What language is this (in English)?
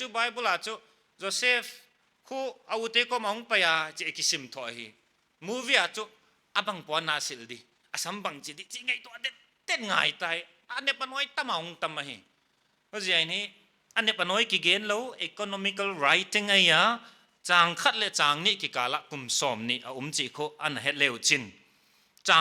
Paite Chin